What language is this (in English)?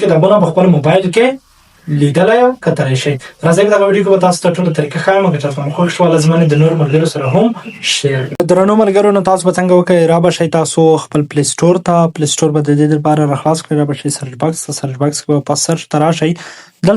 Pashto